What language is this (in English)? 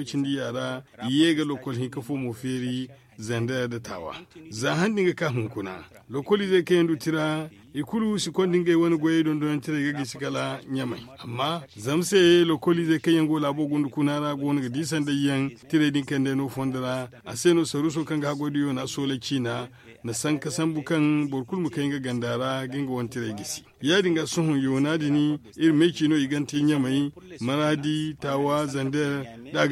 Zarma